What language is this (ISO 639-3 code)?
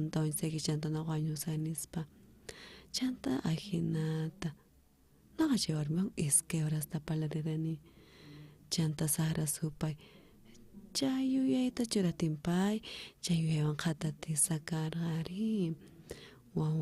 quh